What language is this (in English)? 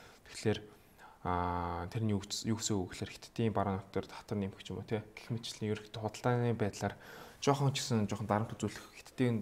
Mongolian